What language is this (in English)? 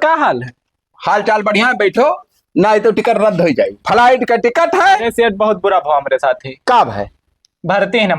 Awadhi